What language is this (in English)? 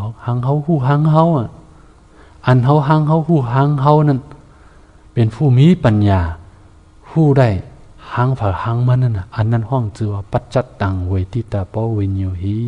Shan